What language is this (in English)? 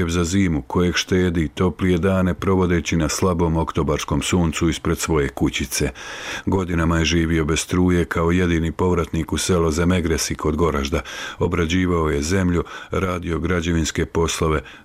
Bosnian